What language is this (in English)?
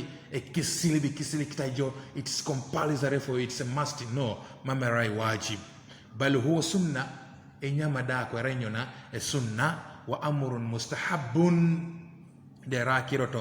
Teso